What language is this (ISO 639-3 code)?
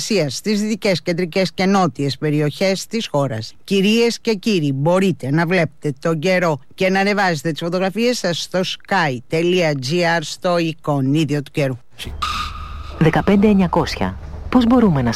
ell